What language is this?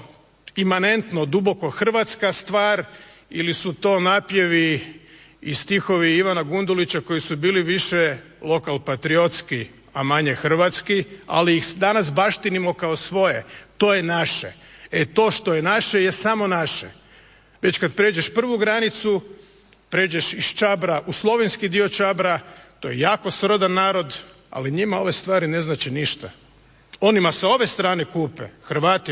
Croatian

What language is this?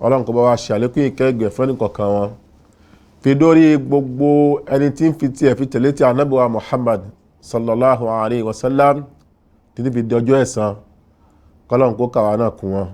Yoruba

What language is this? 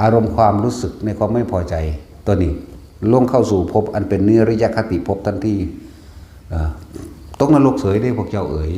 Lao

